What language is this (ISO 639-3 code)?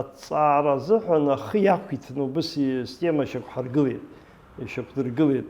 abk